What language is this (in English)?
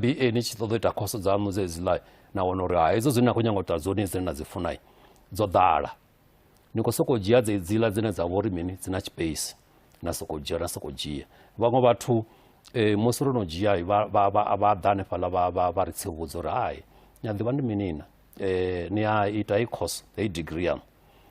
Venda